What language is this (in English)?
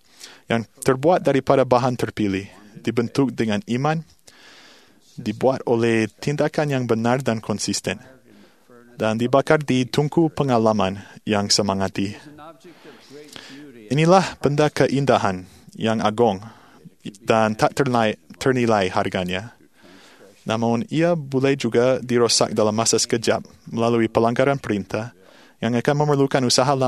Malay